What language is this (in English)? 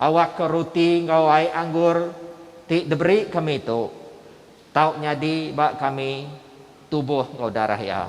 Iban